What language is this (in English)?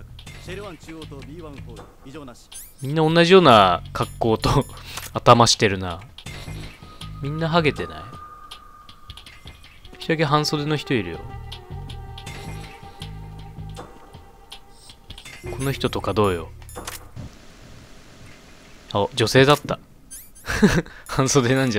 Japanese